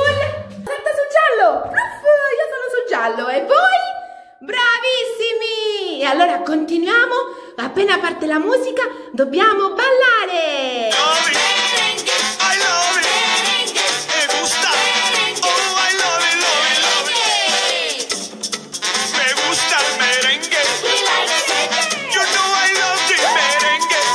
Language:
Italian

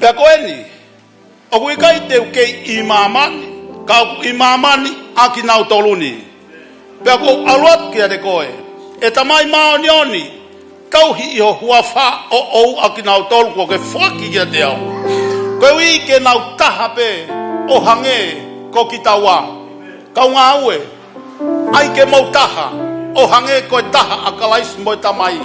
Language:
Tongan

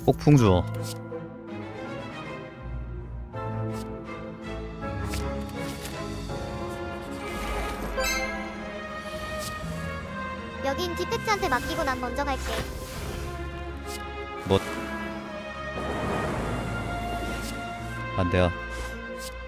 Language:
Korean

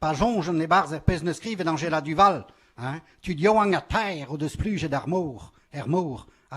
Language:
Breton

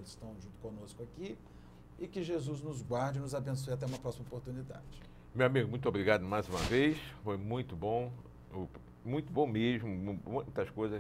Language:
Portuguese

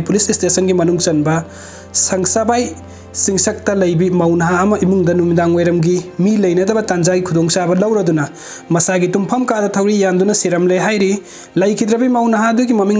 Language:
Manipuri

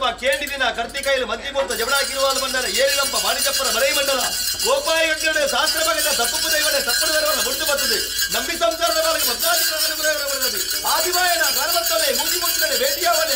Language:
Tulu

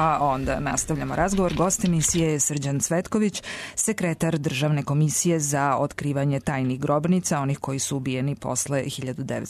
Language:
Serbian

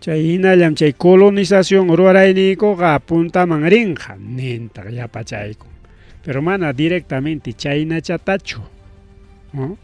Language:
Ayacucho Quechua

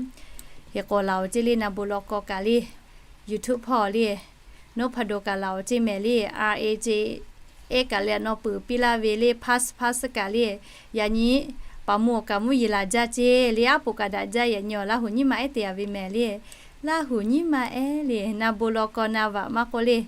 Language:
Lahu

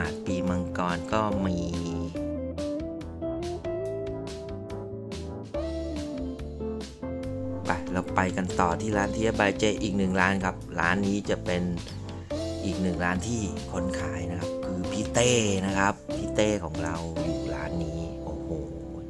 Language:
Thai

